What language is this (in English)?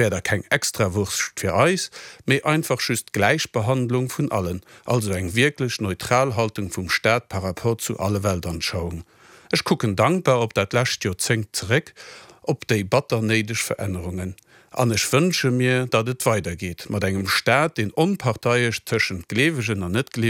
Luxembourgish